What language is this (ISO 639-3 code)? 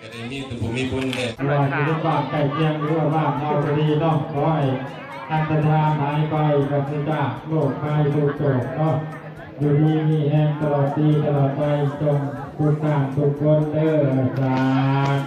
lao